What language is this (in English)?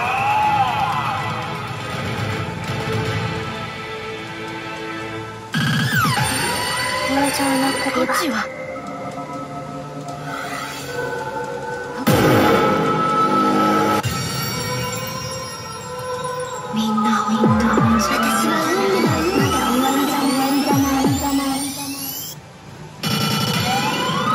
Japanese